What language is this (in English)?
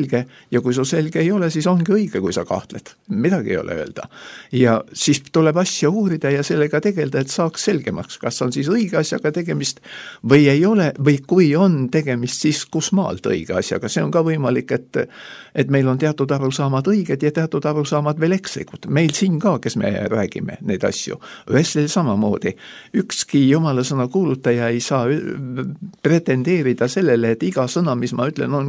Estonian